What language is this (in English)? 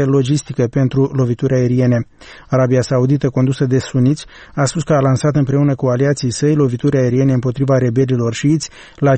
Romanian